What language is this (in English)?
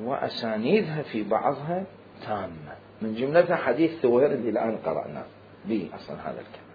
Mesopotamian Arabic